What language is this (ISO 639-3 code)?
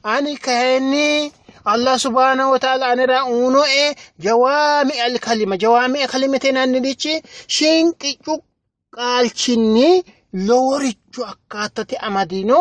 sid